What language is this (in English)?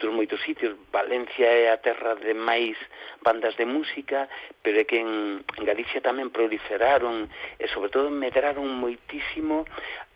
Galician